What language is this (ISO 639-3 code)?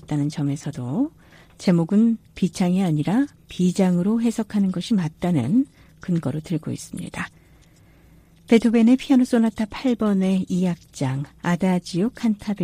kor